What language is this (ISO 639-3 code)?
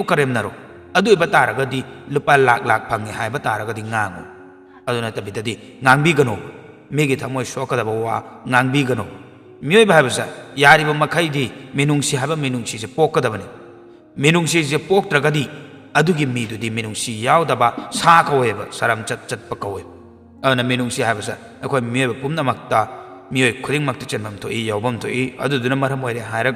mni